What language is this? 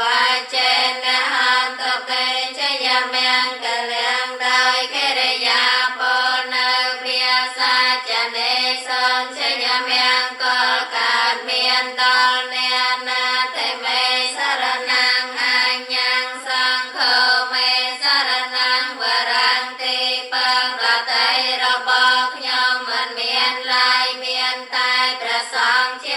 Khmer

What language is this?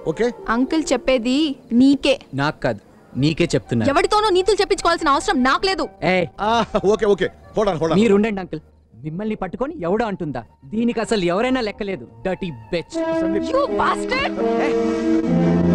Telugu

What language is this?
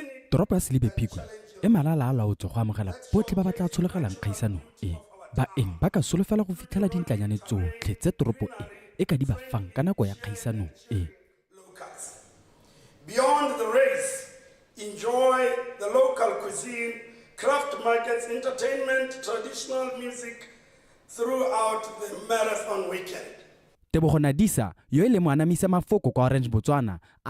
Tswana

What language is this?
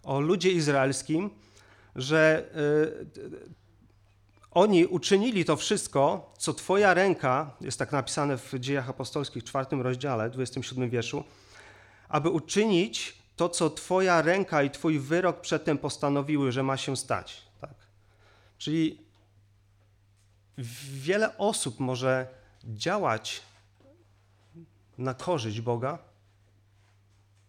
Polish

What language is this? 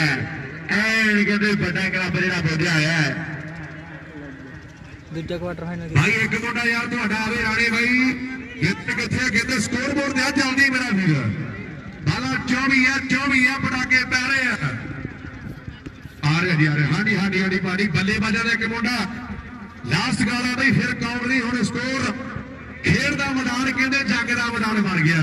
Punjabi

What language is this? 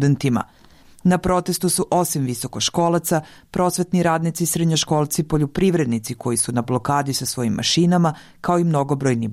Serbian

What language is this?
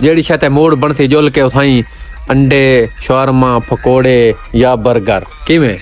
Saraiki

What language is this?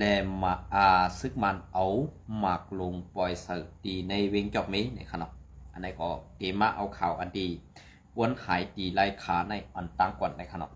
Shan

